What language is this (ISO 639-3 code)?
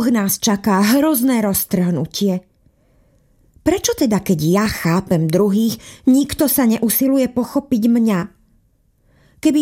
slk